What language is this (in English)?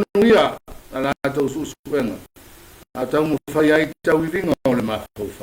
Samoan